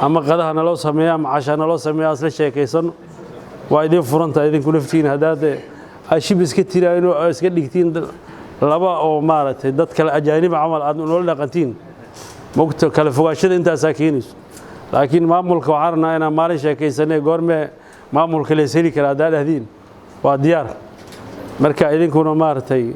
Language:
Somali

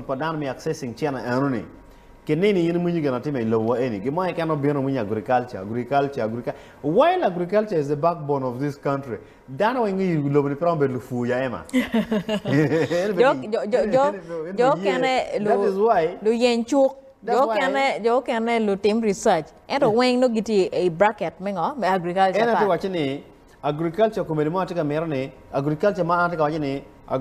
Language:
Acoli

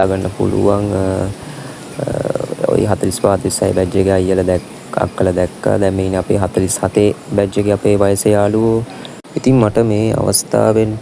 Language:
Sinhala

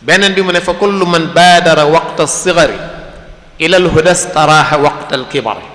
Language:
Wolof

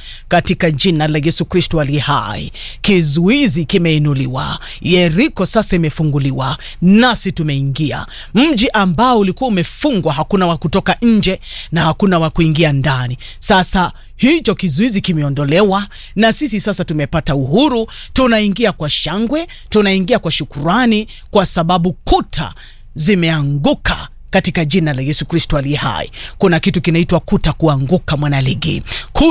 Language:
Swahili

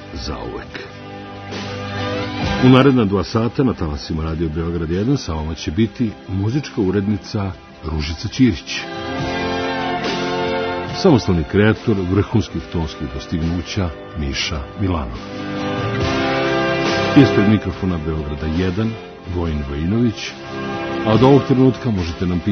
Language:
Serbian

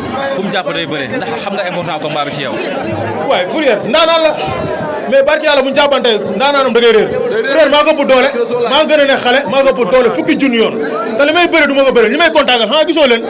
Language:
Wolof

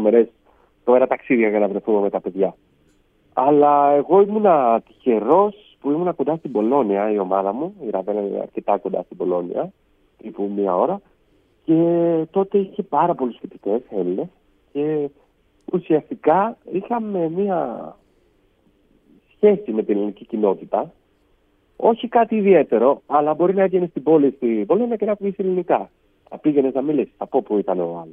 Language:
Greek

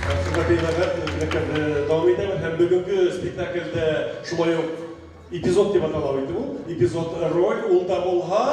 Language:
Bashkir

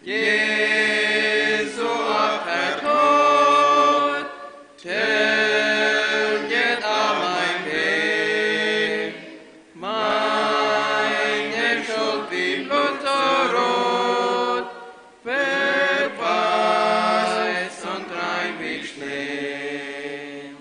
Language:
Plautdietsch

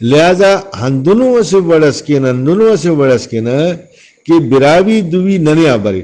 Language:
Brahui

